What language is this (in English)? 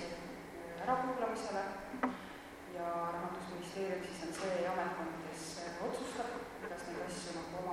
Estonian